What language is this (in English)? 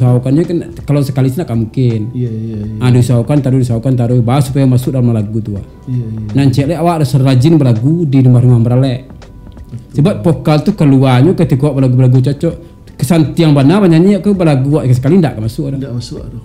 Minangkabau